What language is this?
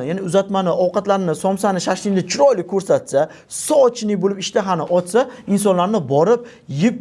Uzbek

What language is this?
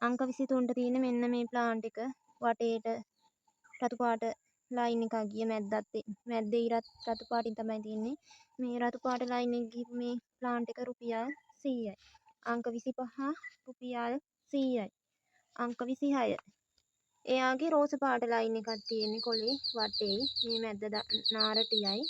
Sinhala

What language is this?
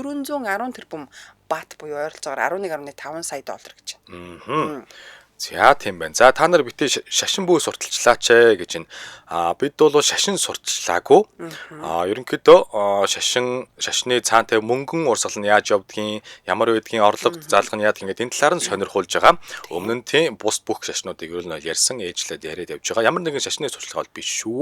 Mongolian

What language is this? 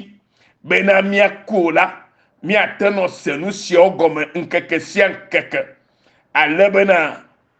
Ewe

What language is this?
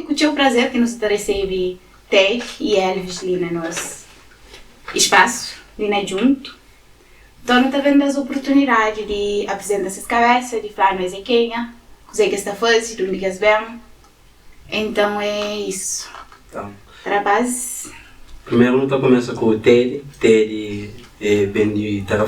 Kabuverdianu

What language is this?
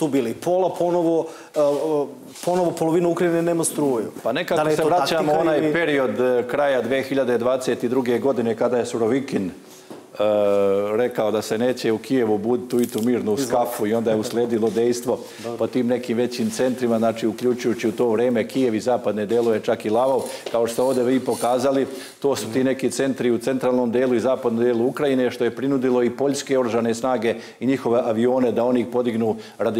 Serbian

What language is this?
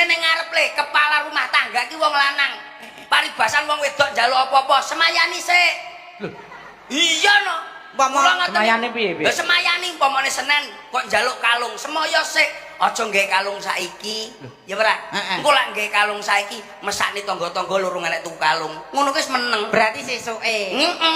Javanese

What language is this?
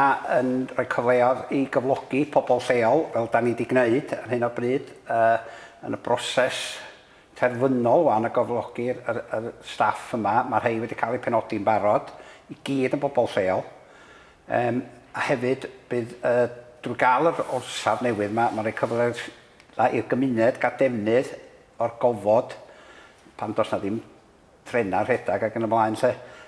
Welsh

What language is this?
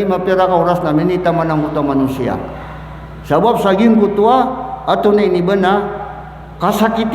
Maranao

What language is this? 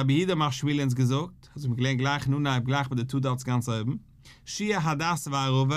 Yiddish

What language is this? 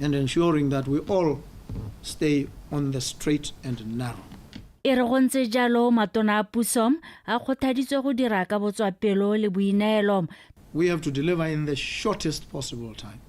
Tswana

